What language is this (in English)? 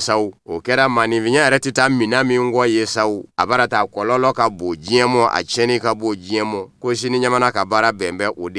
Bambara